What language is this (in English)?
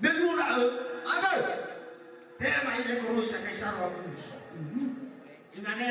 Nias